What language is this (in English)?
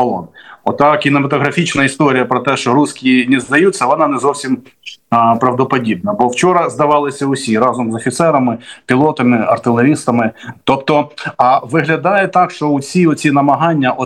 Ukrainian